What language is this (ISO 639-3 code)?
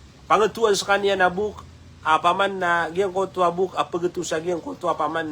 mrw